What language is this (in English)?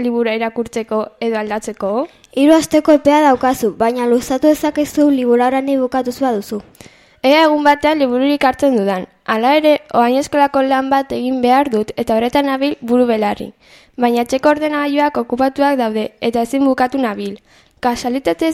Basque